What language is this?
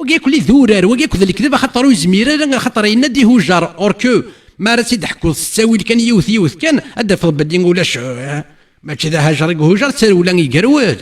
Kabyle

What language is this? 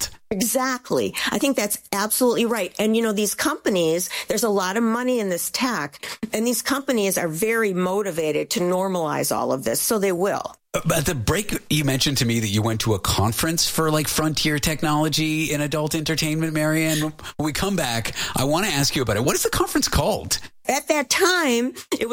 English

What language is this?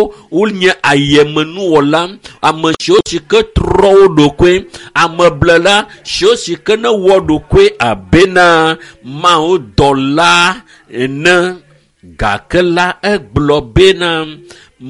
Ewe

